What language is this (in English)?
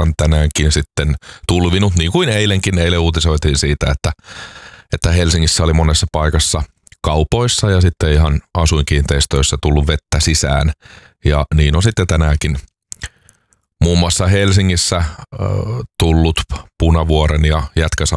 Finnish